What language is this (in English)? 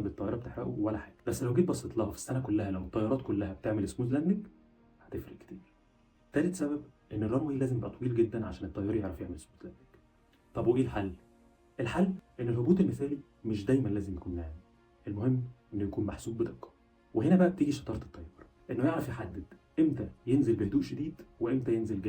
Egyptian Arabic